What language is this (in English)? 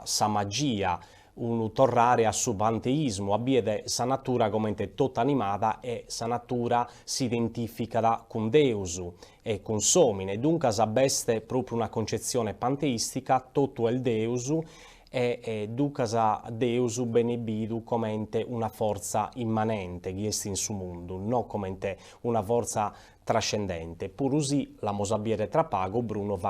Sardinian